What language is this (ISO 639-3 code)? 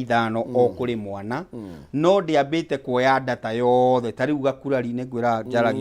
kik